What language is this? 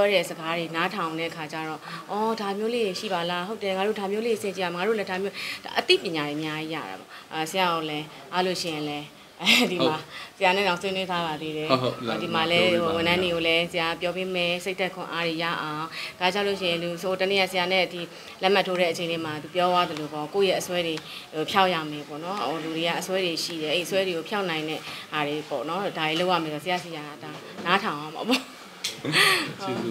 Burmese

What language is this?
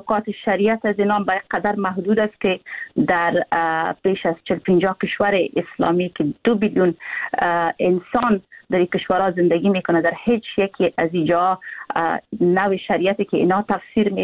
Persian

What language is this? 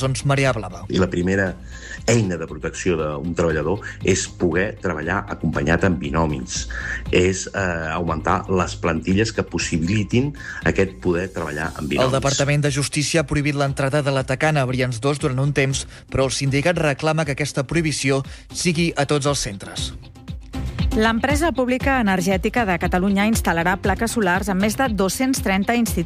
Catalan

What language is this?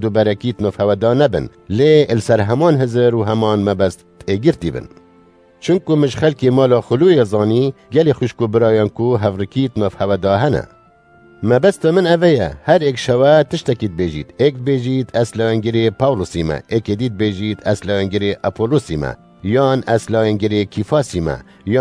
Kurdish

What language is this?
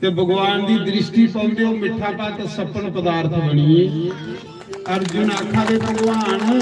Dogri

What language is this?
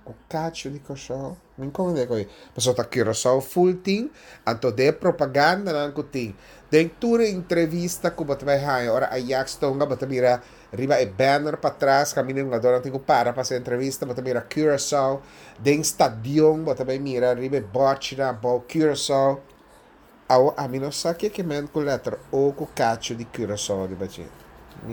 Papiamento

